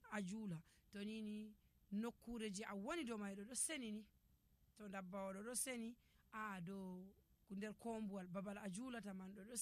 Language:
Nigerian Fulfulde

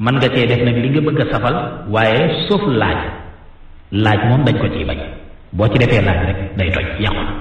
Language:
Wolof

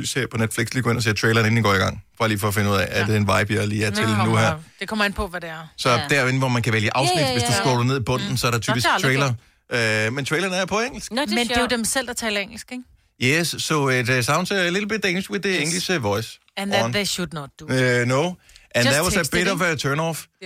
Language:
Danish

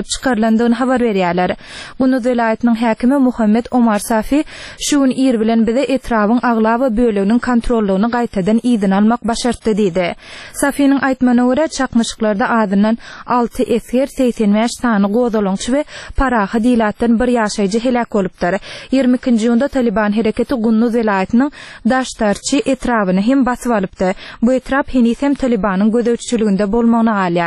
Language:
Turkmen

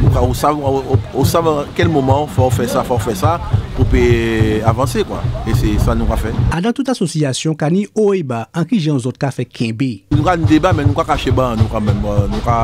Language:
Guadeloupean Creole French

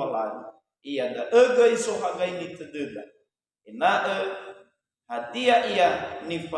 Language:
Nias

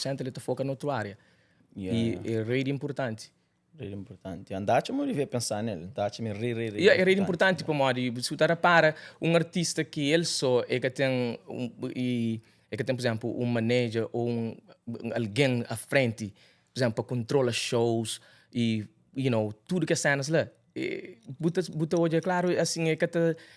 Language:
Kabuverdianu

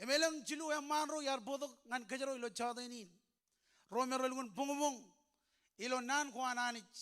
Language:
Marshallese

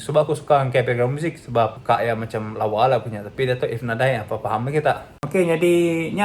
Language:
Iban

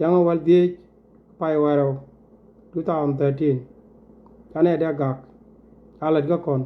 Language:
Nuer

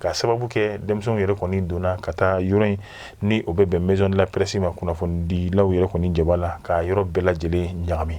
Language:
Bambara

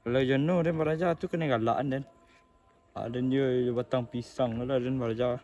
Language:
Minangkabau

